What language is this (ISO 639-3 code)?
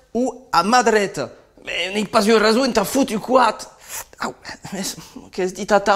oci